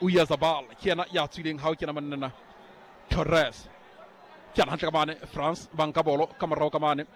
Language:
Southern Sotho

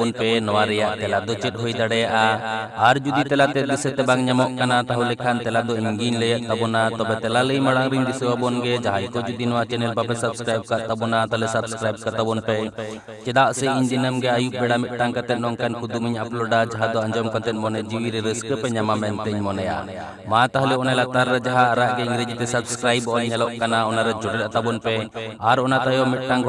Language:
Santali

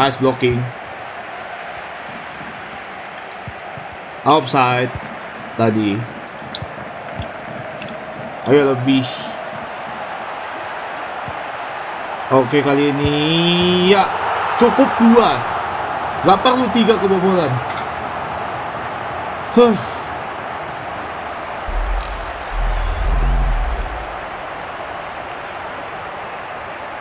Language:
Indonesian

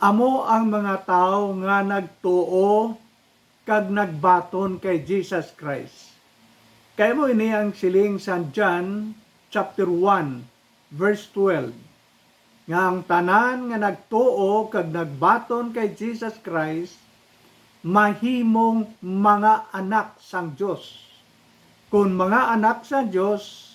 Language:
Hiligaynon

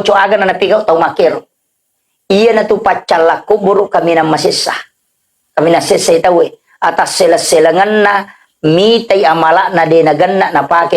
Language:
Buginese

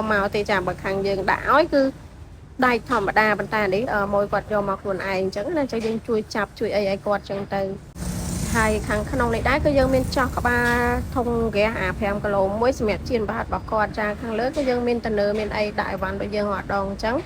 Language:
Khmer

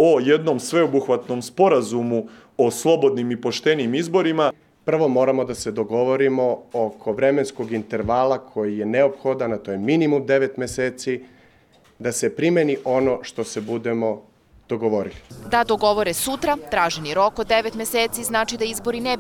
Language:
Serbian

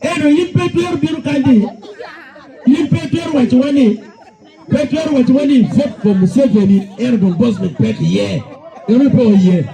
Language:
Acoli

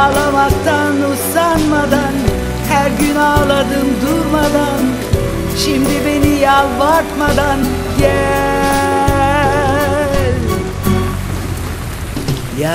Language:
Turkish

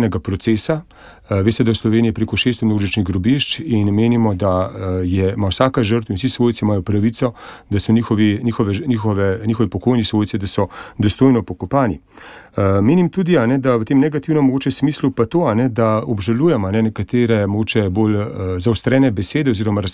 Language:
Slovenian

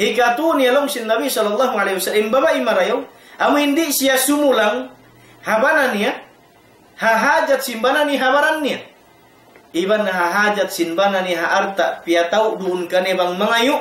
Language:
Tausug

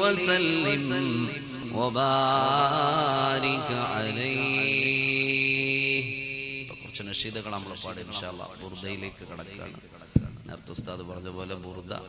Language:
Malayalam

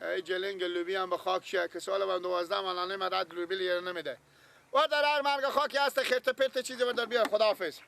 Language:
Persian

